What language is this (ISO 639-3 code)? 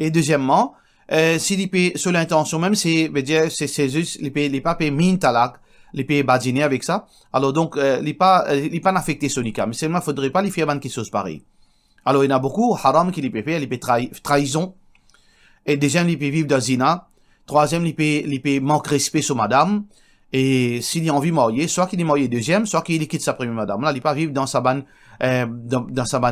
mfe